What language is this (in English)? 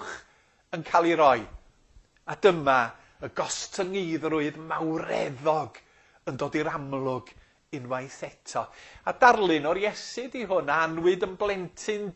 Welsh